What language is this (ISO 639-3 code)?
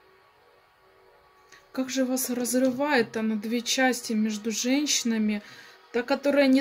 rus